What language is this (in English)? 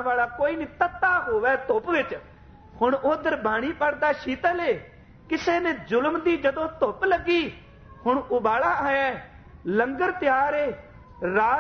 Punjabi